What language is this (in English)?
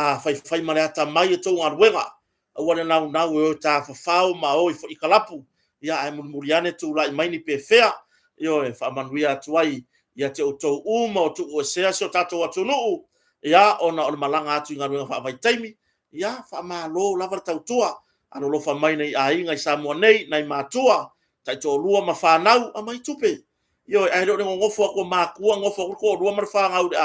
Samoan